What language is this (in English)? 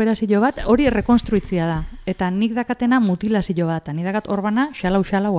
Basque